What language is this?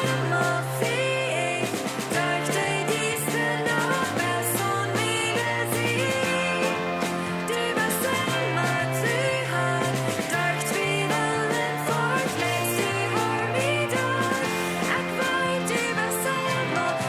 Plautdietsch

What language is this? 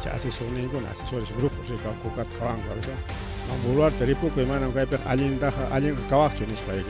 Ayacucho Quechua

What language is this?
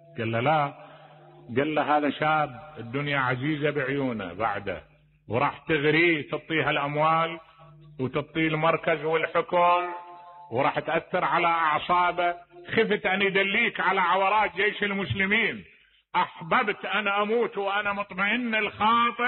Mesopotamian Arabic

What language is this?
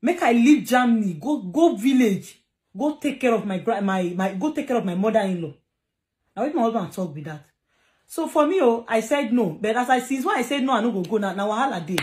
Nigerian Pidgin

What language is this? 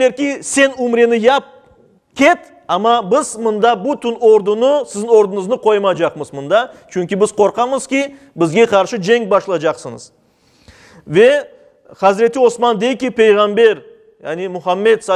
Crimean Tatar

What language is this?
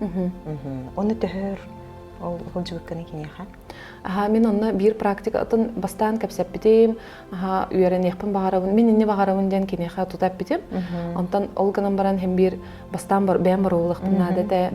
Yakut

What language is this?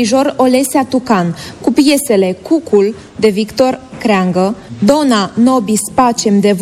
Romanian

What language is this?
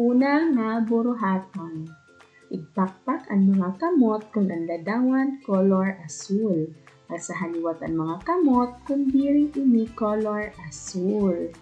Waray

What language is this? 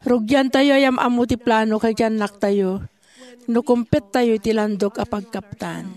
Iloko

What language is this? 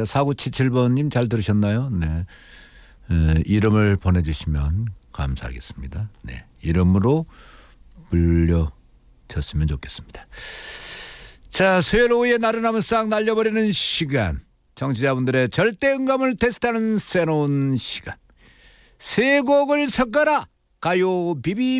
Korean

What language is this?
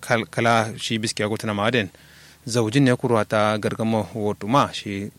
Kanuri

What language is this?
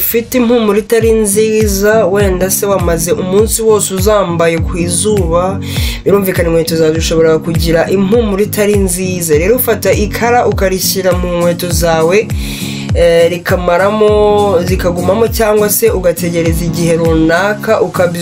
Kinyarwanda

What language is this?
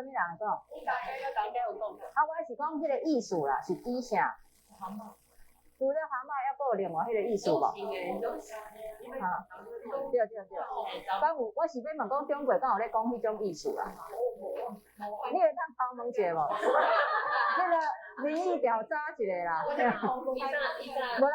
Min Nan Chinese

